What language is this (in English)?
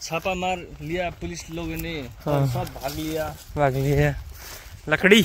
Nepali